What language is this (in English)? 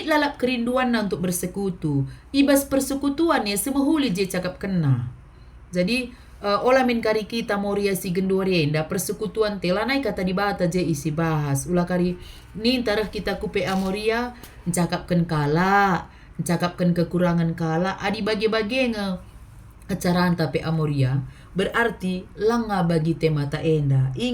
Batak Karo